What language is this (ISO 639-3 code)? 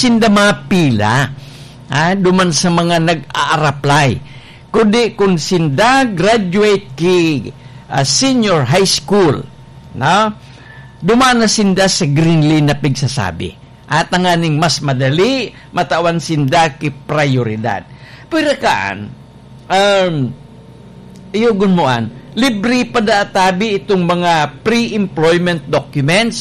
bik